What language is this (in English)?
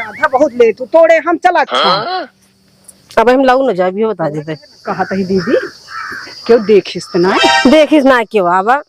Awadhi